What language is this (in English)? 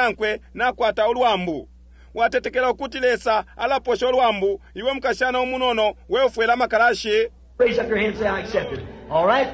Bemba